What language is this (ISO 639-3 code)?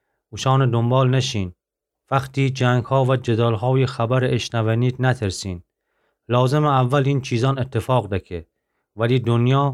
glk